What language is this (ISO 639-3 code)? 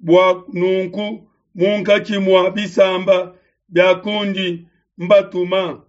lua